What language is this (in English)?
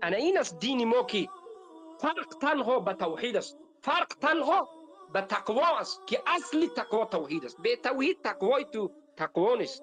Tajik